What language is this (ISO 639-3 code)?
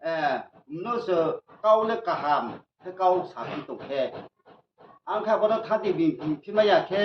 ria